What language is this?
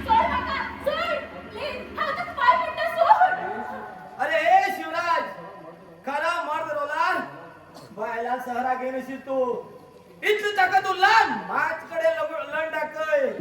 Konkani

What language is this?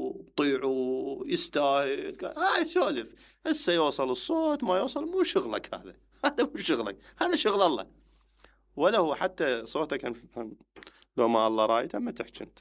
Mesopotamian Arabic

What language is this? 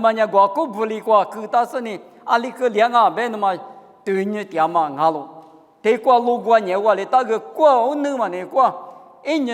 Lisu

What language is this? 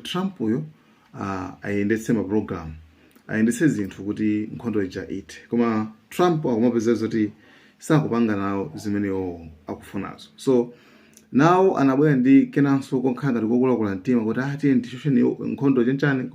Nyanja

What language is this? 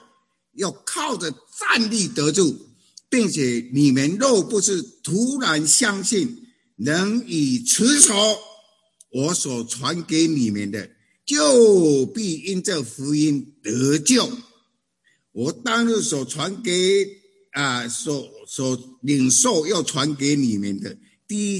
Chinese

